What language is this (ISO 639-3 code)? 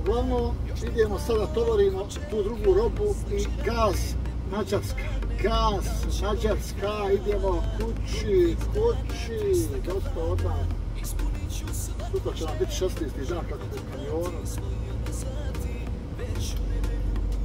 hrv